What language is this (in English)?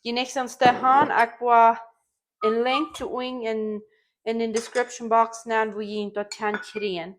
Plautdietsch